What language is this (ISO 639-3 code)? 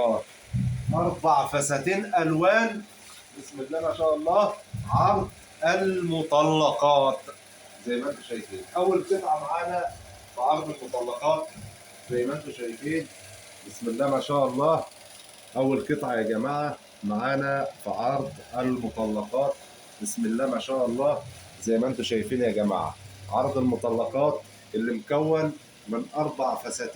arz